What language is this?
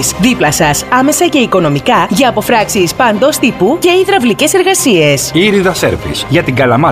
Greek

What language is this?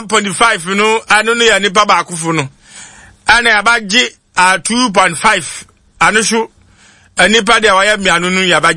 Akan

